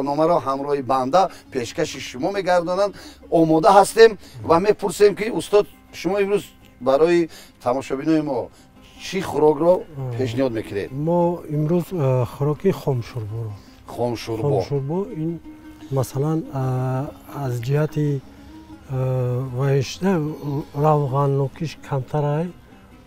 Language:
Tajik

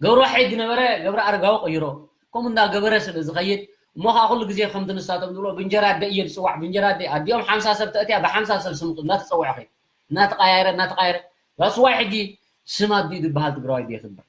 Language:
Tigrinya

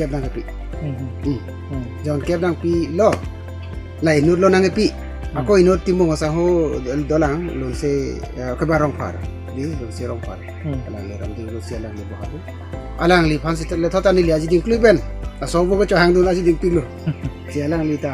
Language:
Karbi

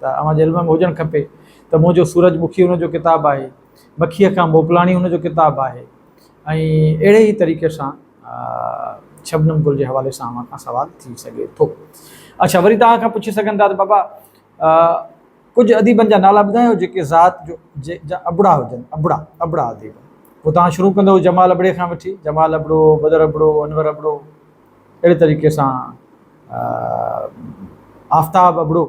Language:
Sindhi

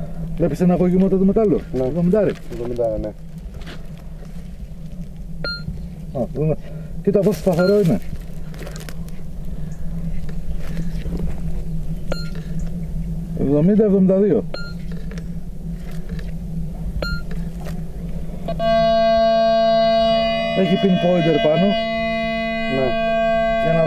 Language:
Greek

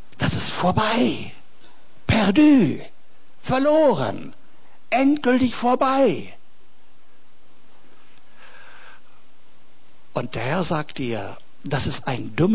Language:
German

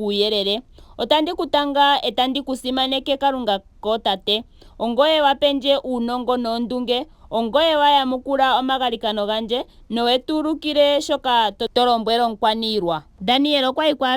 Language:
Ndonga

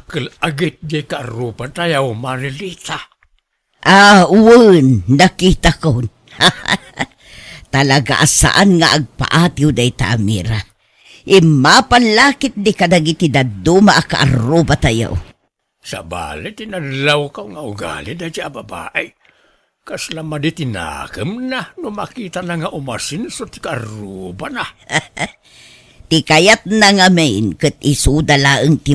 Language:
Iloko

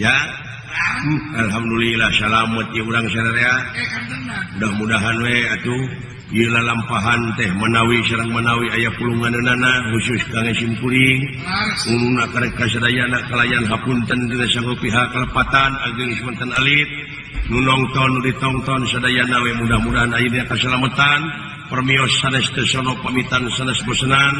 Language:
Sundanese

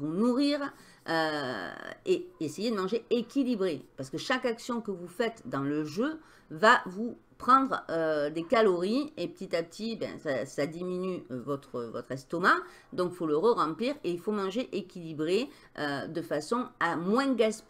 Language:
French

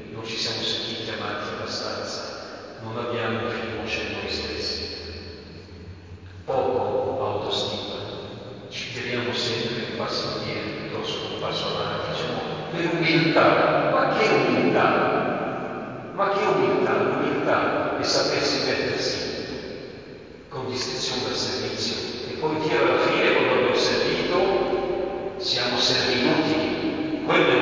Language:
Italian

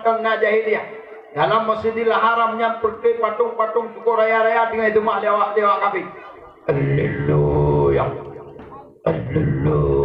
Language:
Achinese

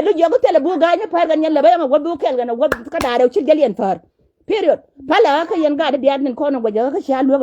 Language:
Nuer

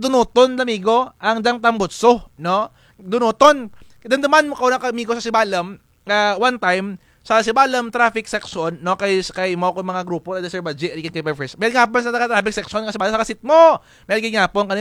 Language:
Kinaray-a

